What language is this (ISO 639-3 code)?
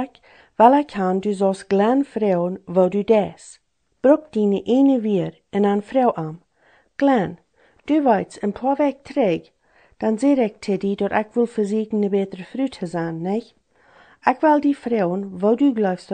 pdt